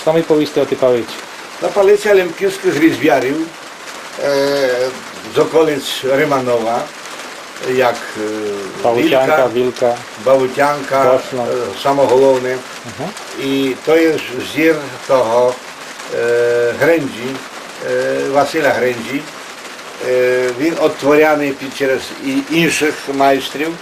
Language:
Rusyn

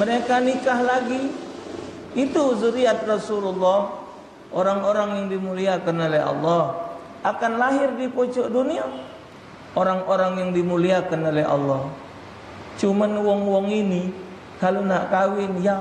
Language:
Musi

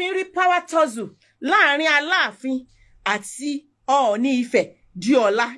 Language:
Yoruba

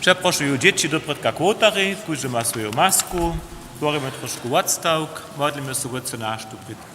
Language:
Upper Sorbian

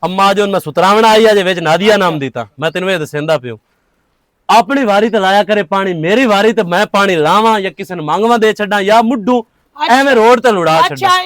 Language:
Western Panjabi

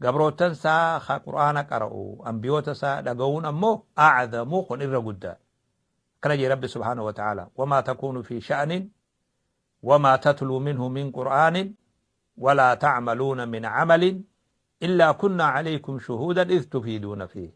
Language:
Oromo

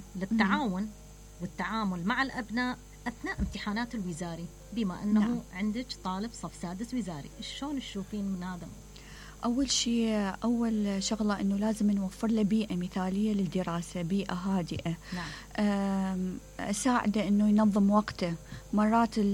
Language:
Mesopotamian Arabic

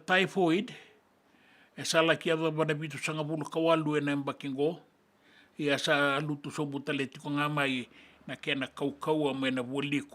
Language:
Fijian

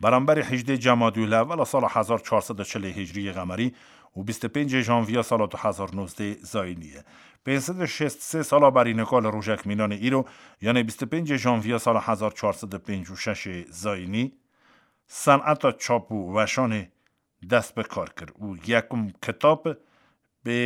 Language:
Kurdish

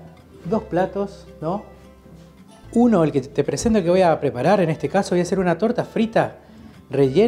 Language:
Spanish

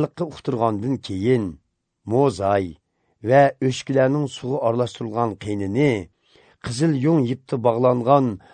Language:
Uyghur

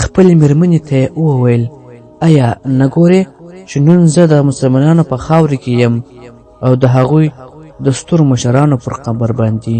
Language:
Pashto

